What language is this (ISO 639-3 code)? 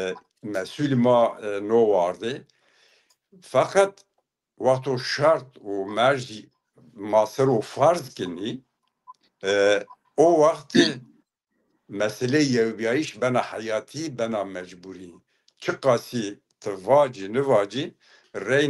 zza